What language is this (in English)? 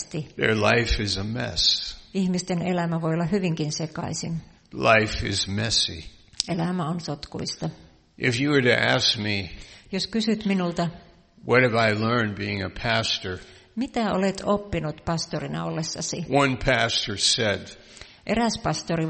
Finnish